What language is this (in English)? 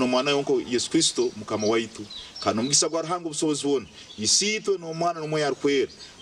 Nyankole